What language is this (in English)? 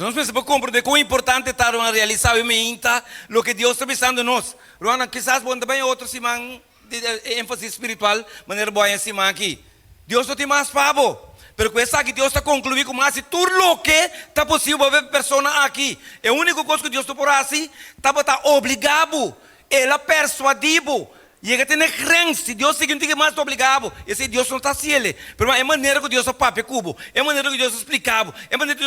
Papiamento